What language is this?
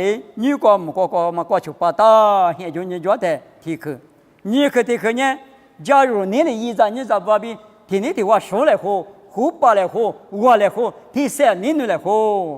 Lisu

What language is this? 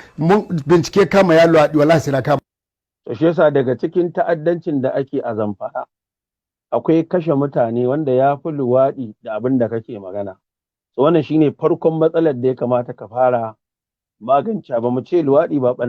Hausa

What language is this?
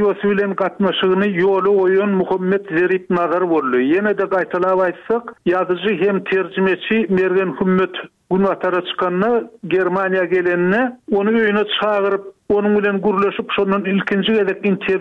Turkmen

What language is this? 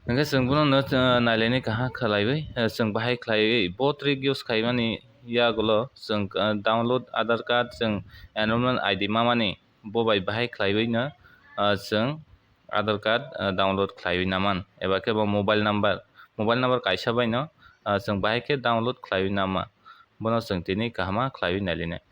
Kok Borok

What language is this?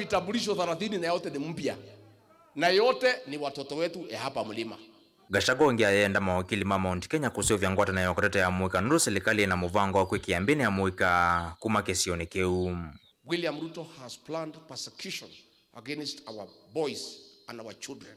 Kamba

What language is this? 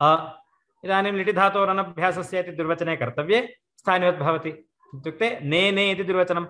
Sanskrit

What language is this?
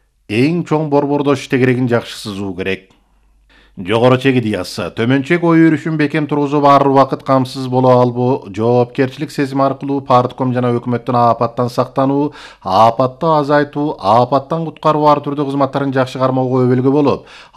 Kyrgyz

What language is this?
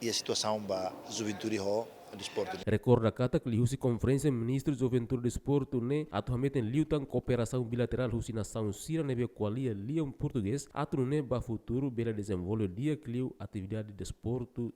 Tetum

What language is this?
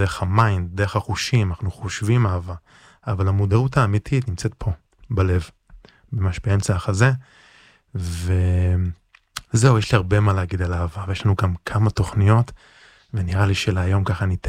Hebrew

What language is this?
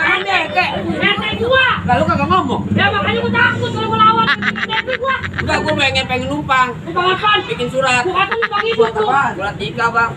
Betawi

